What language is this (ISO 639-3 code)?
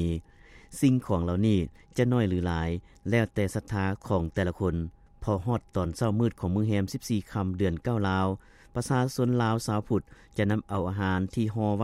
lao